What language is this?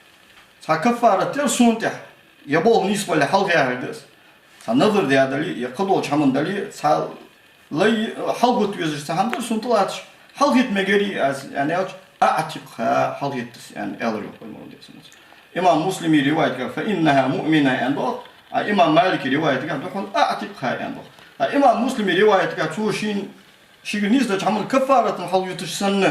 Ingush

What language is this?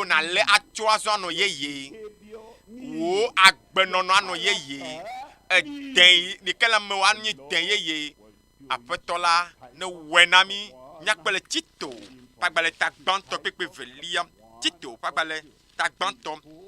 Ewe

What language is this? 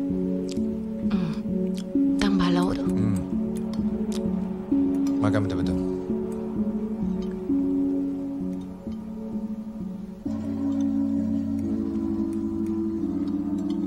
Malay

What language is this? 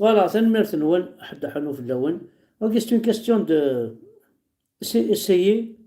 Kabyle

